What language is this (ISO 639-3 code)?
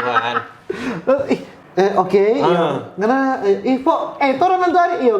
xmm